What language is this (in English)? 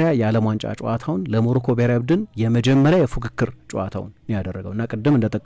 Amharic